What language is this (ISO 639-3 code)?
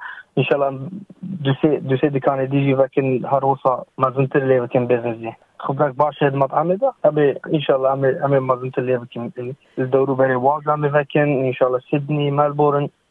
kur